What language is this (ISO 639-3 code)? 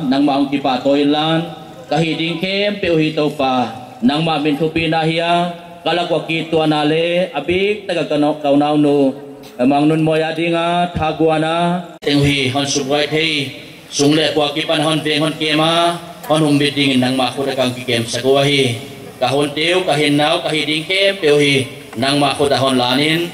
pck